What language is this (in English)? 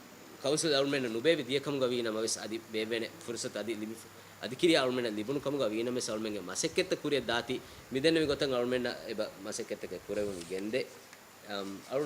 Divehi